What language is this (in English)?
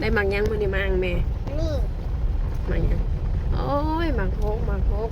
Northeastern Thai